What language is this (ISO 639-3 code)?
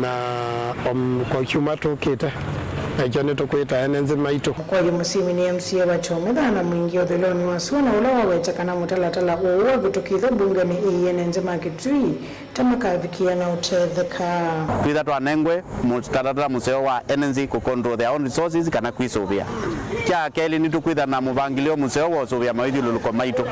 kam